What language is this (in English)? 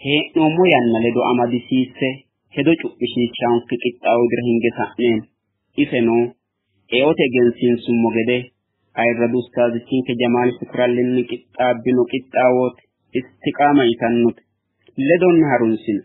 Sidamo